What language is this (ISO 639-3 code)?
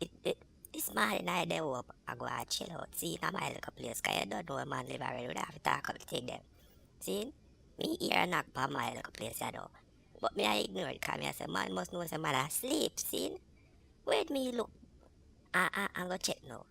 jam